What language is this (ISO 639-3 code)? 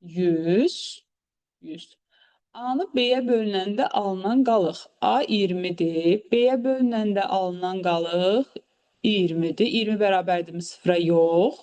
aze